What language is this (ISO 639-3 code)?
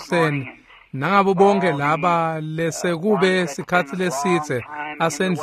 ssw